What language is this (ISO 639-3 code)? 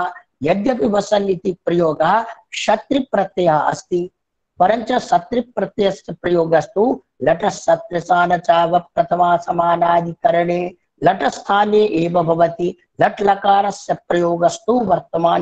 san